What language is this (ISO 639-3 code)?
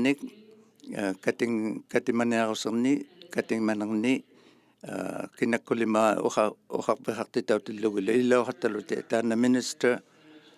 iku